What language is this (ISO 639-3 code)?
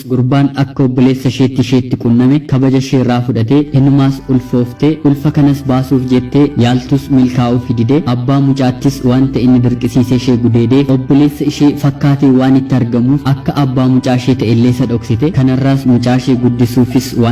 orm